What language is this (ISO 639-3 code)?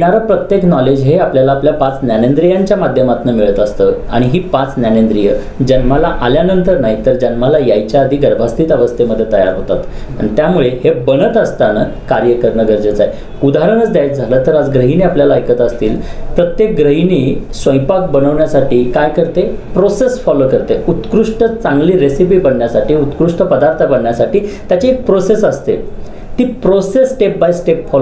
mar